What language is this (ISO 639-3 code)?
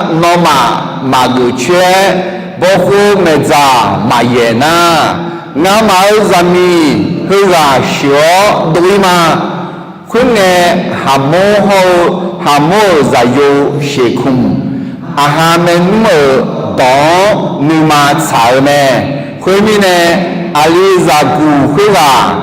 ahk